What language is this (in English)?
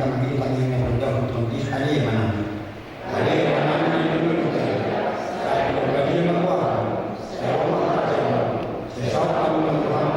Batak Toba